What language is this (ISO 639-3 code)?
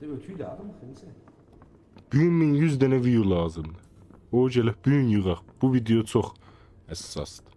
azb